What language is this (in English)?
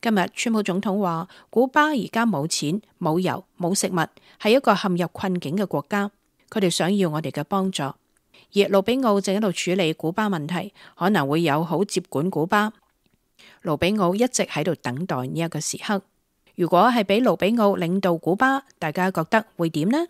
Cantonese